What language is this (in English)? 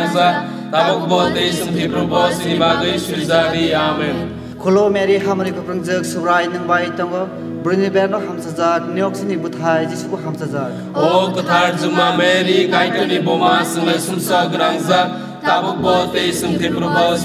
Kok Borok